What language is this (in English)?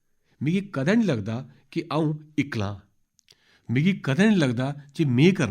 Dogri